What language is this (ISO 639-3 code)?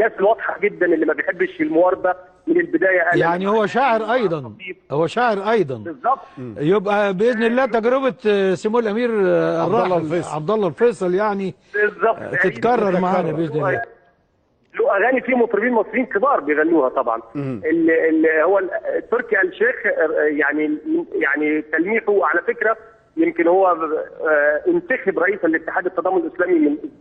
arz